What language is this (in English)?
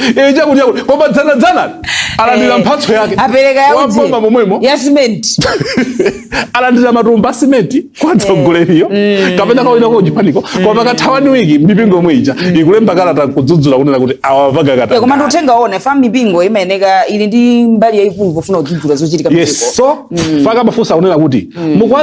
Nyanja